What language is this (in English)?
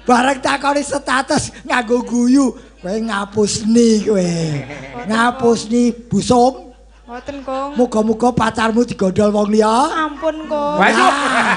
Javanese